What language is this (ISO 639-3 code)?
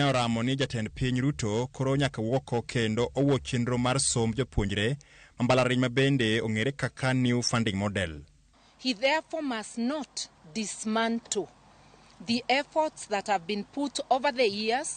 luo